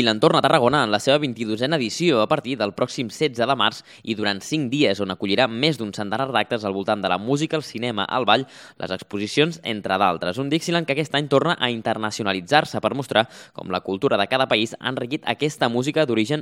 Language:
Catalan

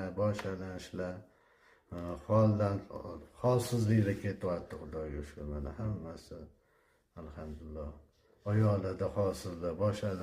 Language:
Uzbek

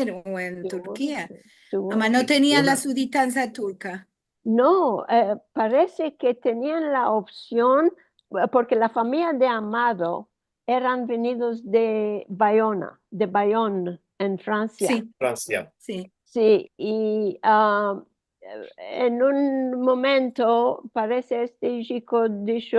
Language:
Ladino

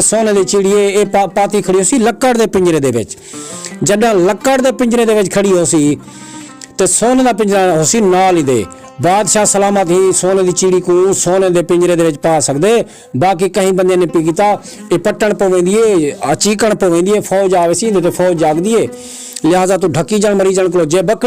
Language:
Saraiki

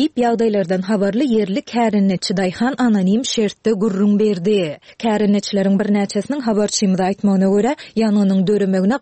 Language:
Turkmen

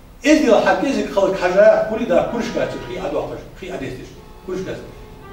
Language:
Ingush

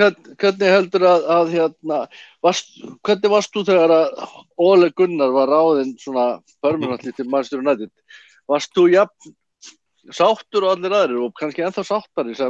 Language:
Icelandic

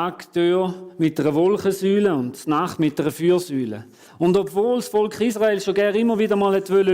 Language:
Swiss German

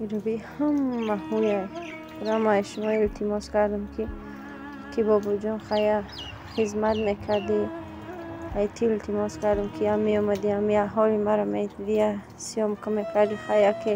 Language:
Tajik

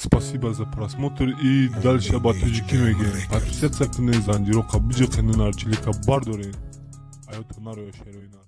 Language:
Tajik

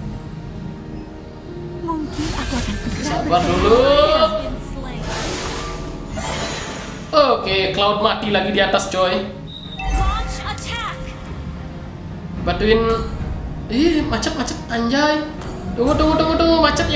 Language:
Indonesian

